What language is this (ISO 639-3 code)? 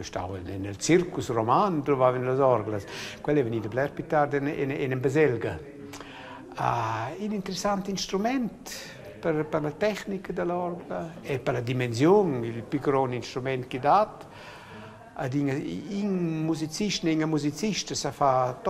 roh